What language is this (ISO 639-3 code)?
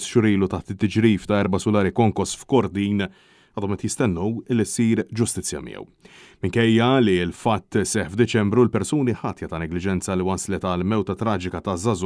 mlt